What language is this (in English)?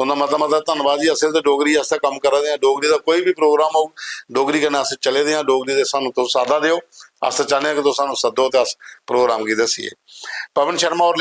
Dogri